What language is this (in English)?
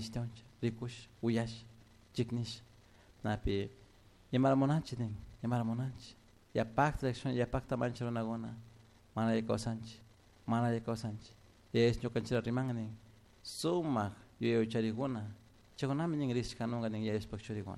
Chimborazo Highland Quichua